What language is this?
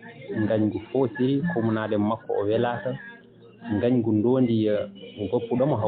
Fula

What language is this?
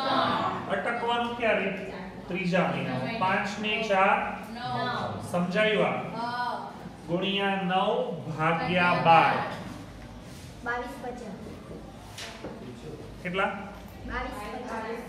Gujarati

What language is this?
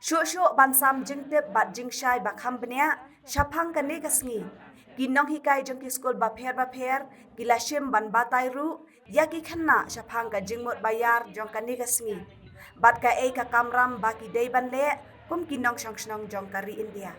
Khasi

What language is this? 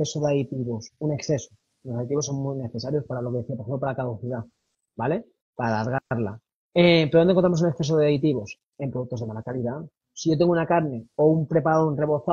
Spanish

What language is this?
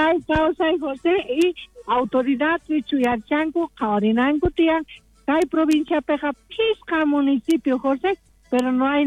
South Bolivian Quechua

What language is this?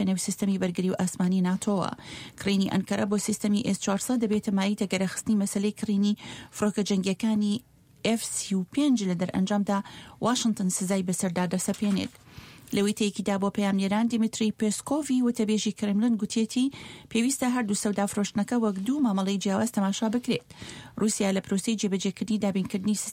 Central Kurdish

